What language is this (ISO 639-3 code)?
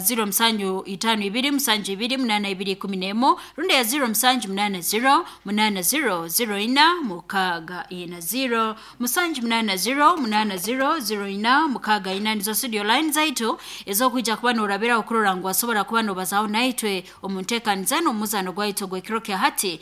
nyn